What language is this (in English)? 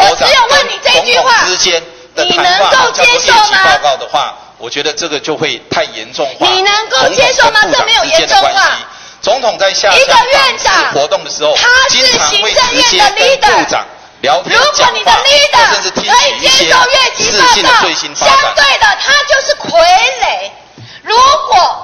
Chinese